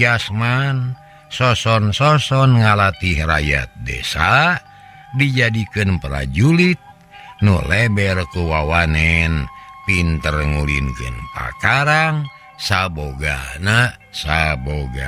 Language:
Sundanese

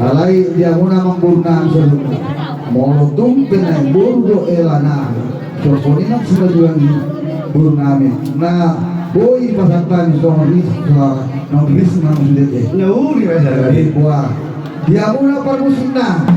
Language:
Batak Toba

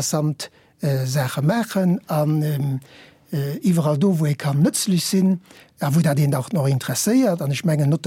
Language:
Luxembourgish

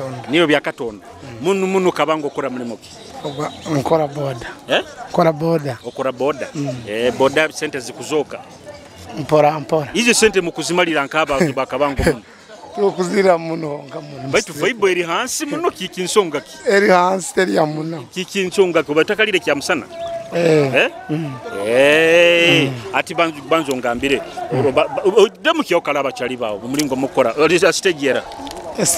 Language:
Nyoro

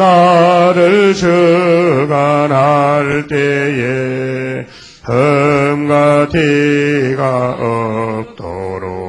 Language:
Korean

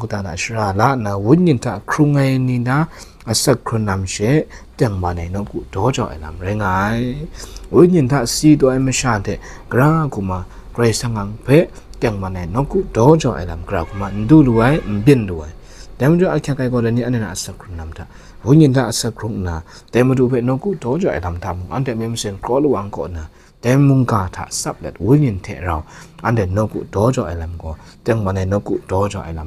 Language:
Kachin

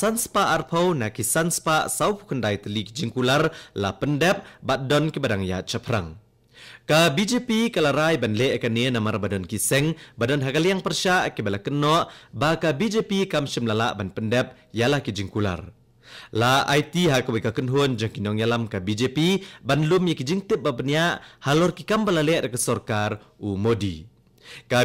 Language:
Khasi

